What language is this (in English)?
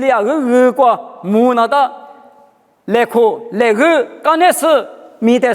Lisu